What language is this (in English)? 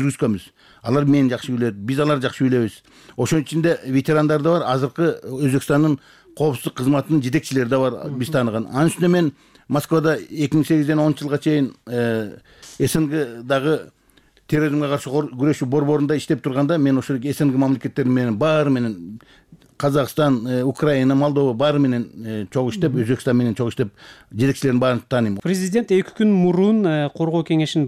Kyrgyz